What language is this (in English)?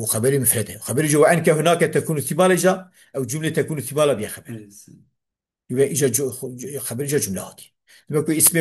Kurdish